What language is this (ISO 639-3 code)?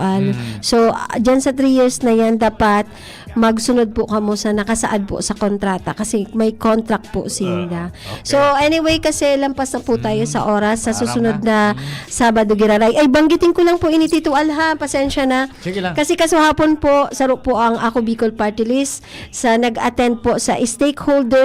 bik